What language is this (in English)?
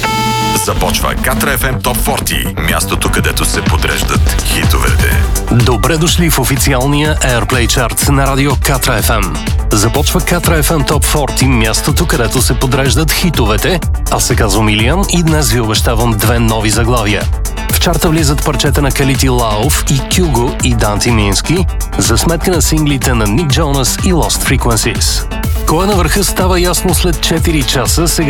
Bulgarian